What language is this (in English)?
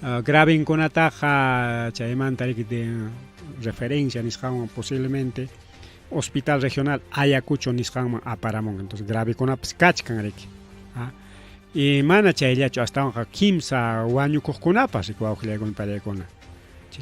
Ayacucho Quechua